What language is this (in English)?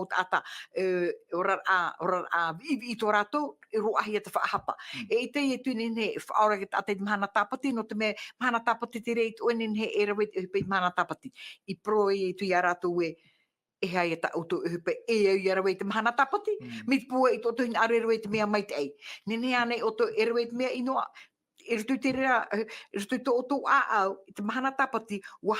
Tahitian